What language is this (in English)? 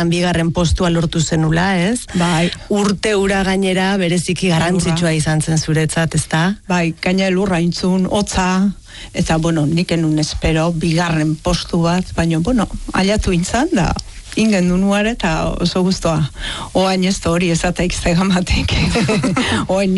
Basque